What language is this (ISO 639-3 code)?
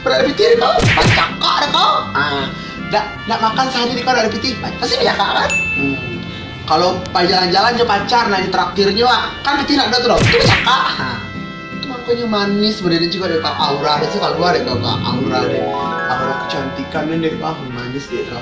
min